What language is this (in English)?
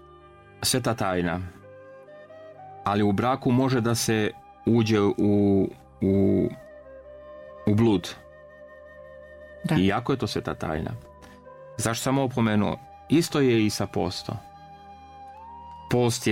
Serbian